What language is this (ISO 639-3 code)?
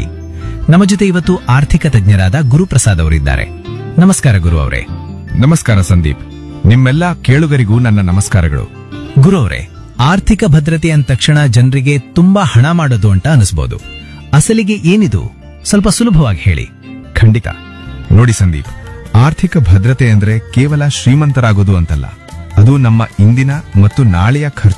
kan